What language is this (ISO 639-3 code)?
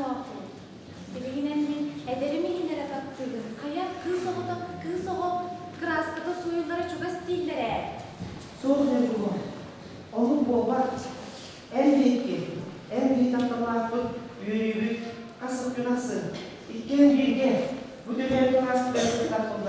sah